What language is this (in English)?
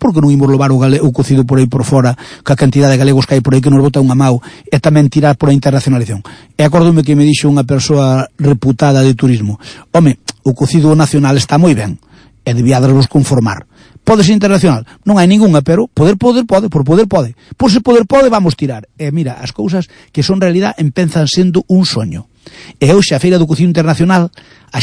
Galician